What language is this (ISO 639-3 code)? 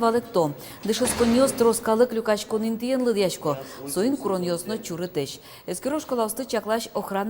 udm